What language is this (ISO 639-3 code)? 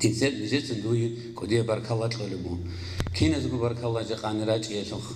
ava